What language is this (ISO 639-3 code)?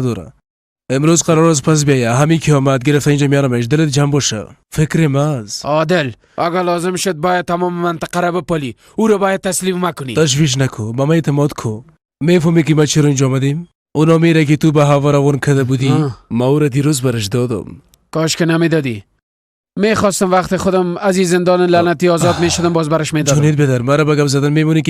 fas